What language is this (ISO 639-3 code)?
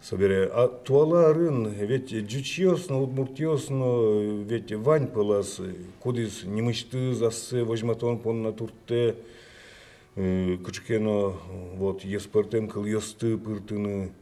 udm